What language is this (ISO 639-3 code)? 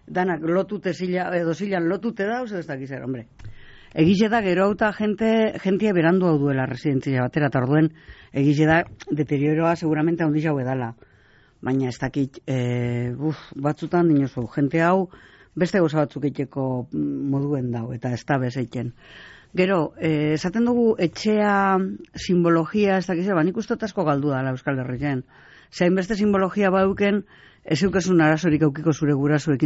eus